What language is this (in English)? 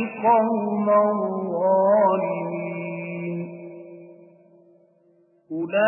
Arabic